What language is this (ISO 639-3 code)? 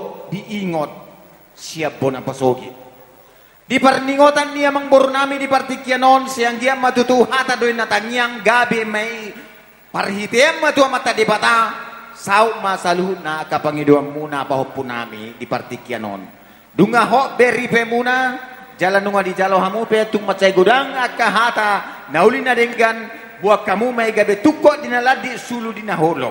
bbc